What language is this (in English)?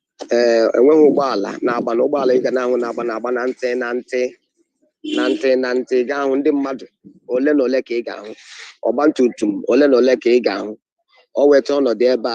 Igbo